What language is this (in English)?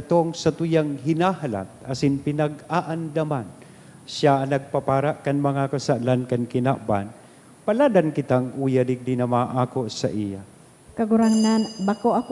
Bikol